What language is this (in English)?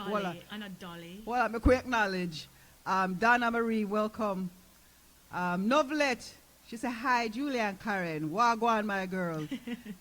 Jamaican Creole English